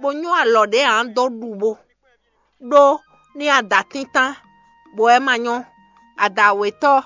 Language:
Fon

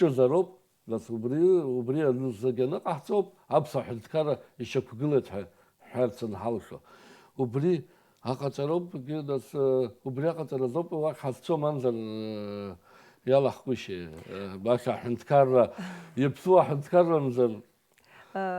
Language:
Abkhazian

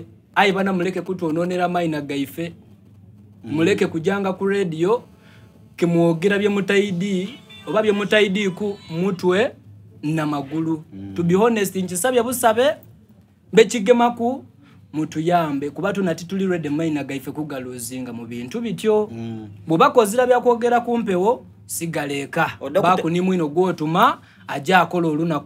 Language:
Soga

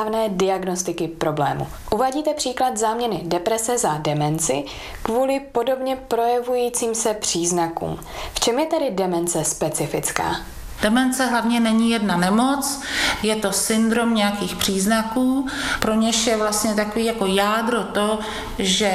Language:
Czech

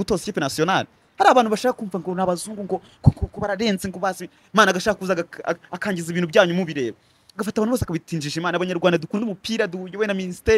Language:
Kinyarwanda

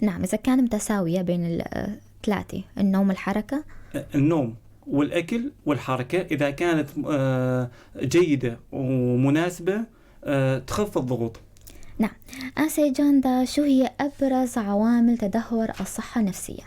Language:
North Levantine Arabic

